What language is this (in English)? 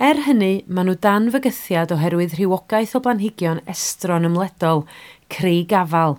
Welsh